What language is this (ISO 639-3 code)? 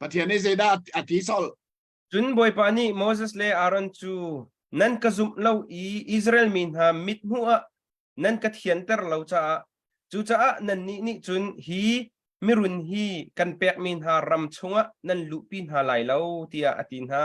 cnh